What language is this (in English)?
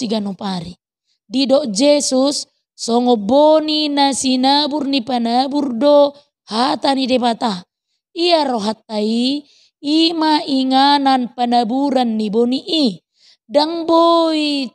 Batak Toba